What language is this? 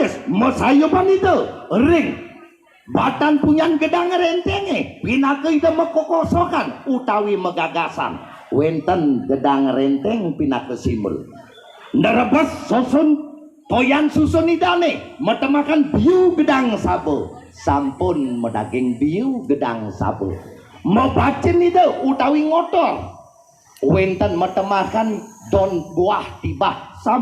Balinese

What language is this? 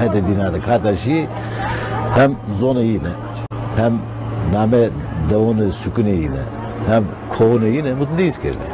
Zaza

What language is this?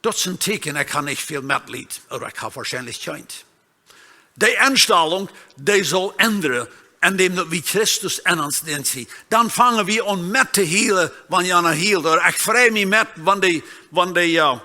Plautdietsch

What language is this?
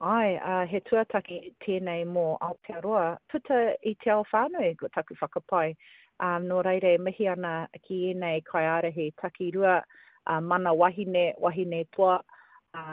Māori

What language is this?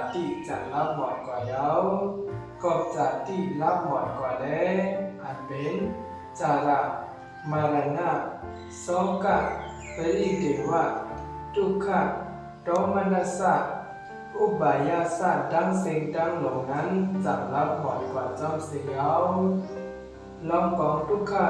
Shan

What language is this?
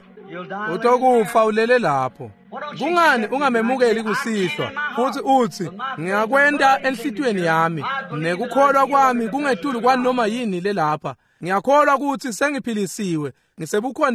Swati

